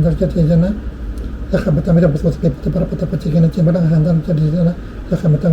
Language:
Pali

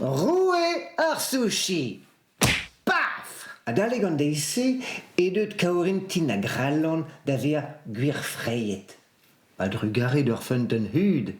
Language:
Breton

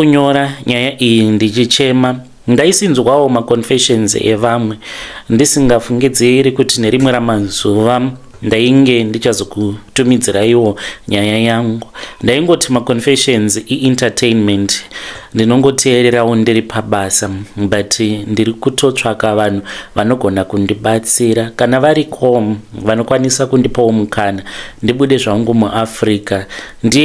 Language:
Shona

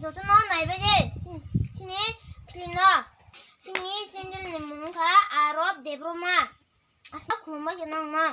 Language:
Kok Borok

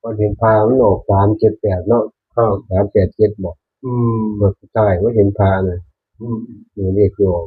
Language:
Northeastern Thai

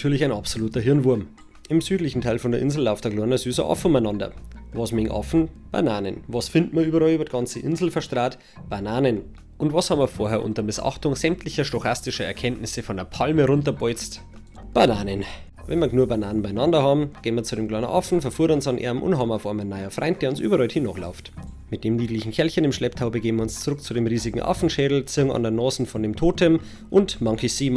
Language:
Bavarian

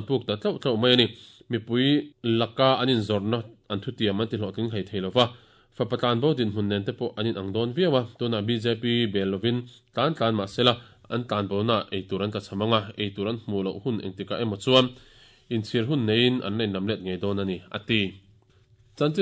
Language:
Mizo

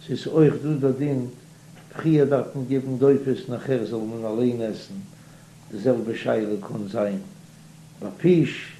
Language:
Yiddish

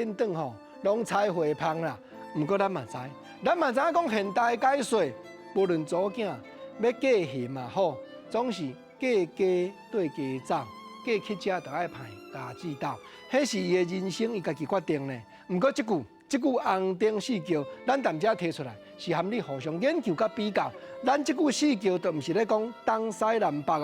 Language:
Min Nan Chinese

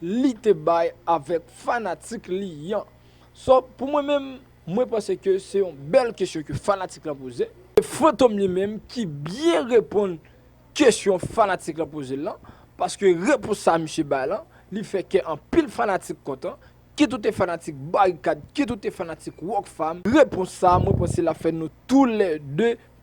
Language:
Haitian Creole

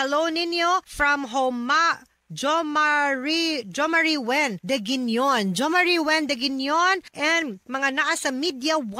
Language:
Cebuano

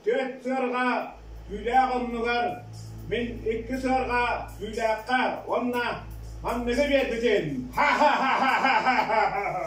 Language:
Yakut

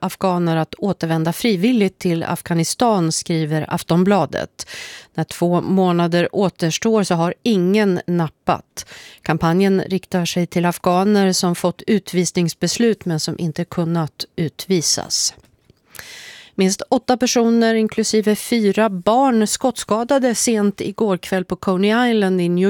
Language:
Swedish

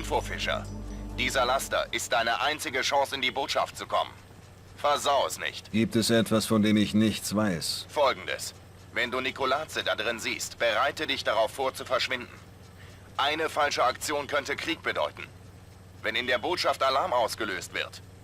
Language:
Bavarian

